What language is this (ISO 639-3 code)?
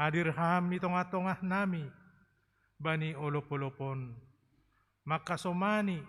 bts